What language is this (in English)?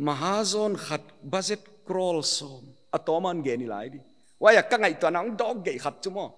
Paite Chin